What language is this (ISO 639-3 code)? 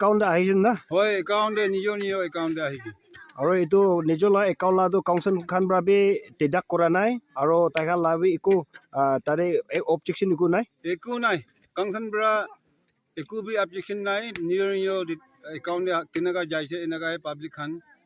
nag